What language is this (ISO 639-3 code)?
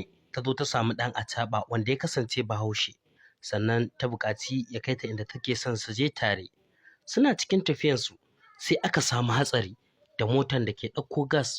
hau